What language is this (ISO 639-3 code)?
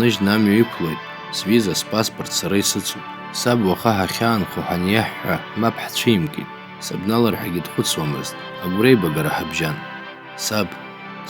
abk